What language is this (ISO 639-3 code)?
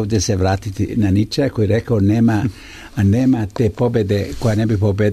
hrv